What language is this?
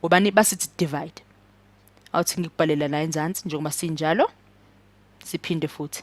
Zulu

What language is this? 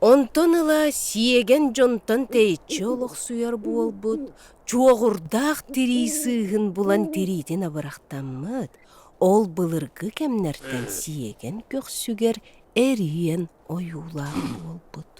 Yakut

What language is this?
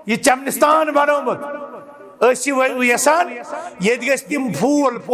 Kashmiri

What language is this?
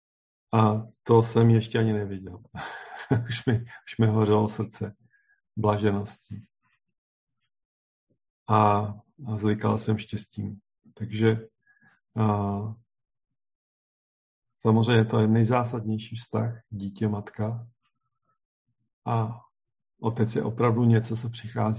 Czech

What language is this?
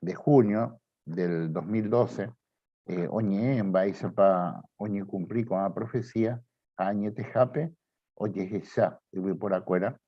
Guarani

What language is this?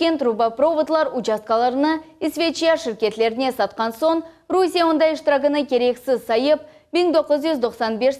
Crimean Tatar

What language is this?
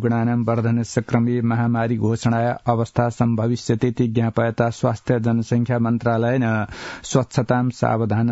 Sanskrit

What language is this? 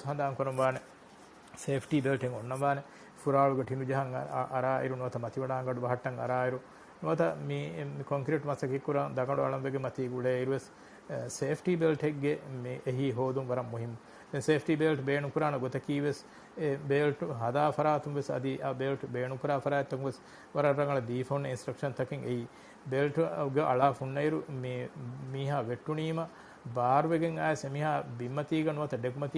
Divehi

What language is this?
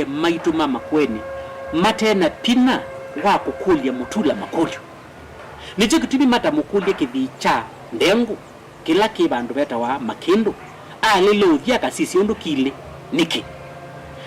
Kamba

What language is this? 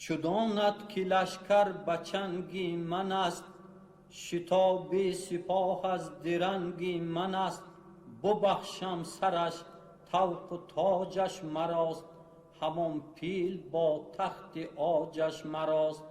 Tajik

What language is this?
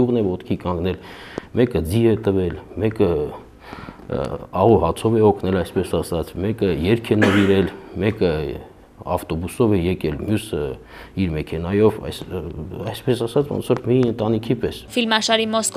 Armenian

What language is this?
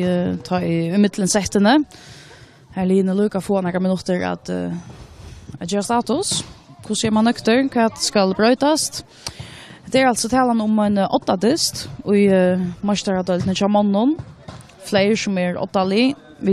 Faroese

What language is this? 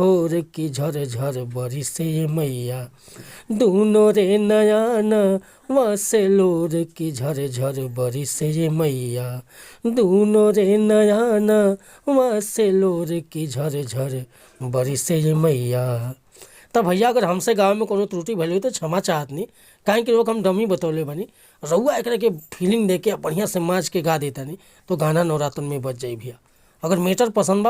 Bhojpuri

